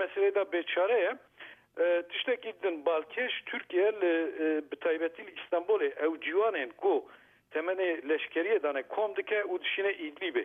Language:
Kurdish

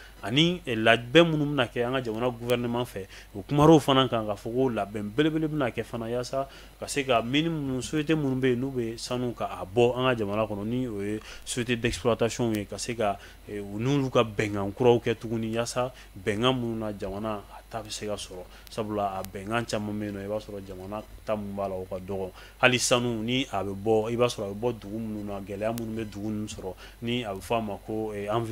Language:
Bambara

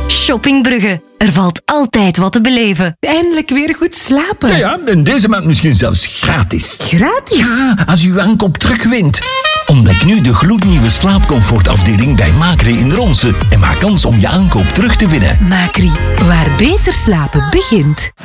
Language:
Dutch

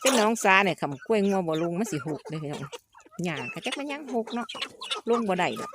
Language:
Northeastern Thai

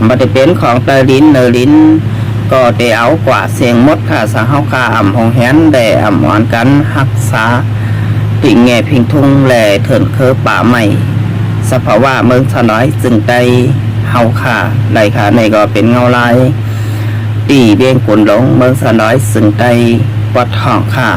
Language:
Shan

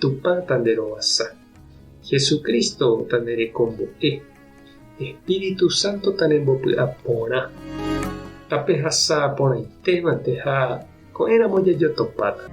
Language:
Guarani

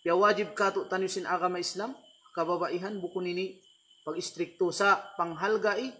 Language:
Tausug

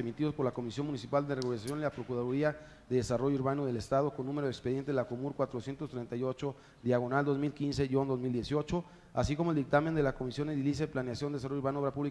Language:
Spanish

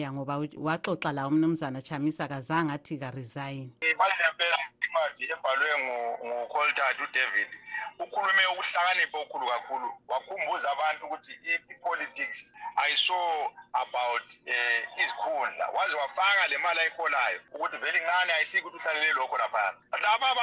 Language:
North Ndebele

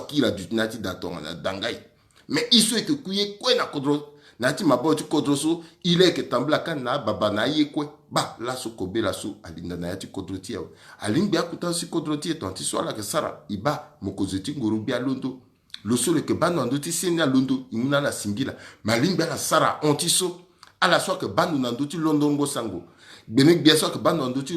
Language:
Sango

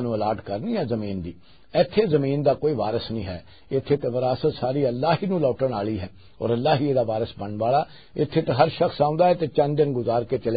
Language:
Western Panjabi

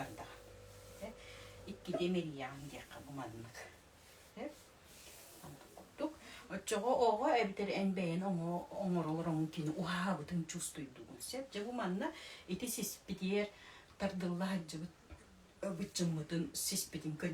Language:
Yakut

